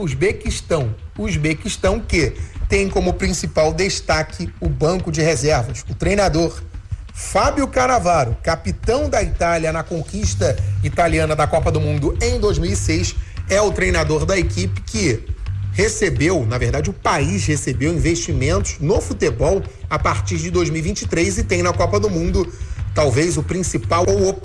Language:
Portuguese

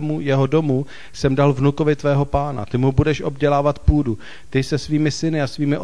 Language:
Czech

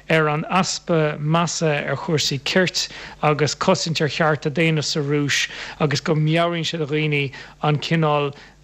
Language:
Irish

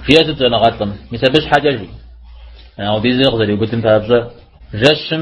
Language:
Kabardian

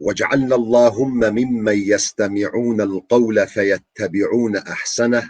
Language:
Kurdish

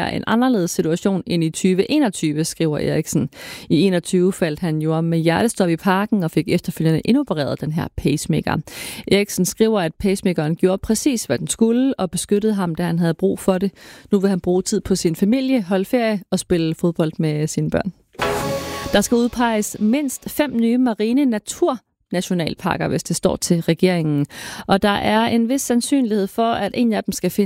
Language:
Danish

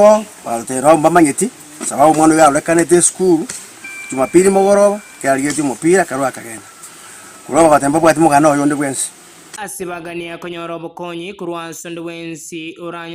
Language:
Gusii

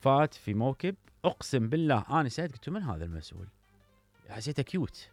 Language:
Mesopotamian Arabic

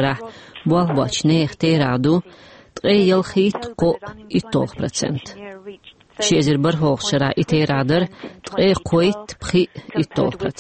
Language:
Chechen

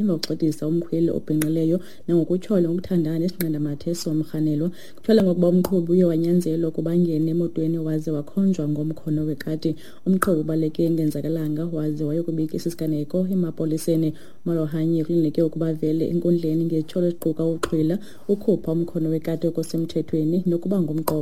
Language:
Xhosa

